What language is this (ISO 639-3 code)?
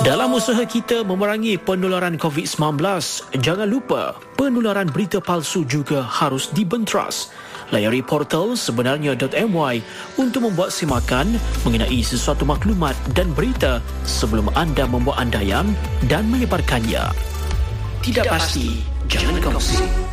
msa